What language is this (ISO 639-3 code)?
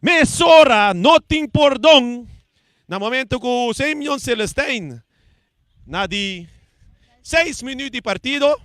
pap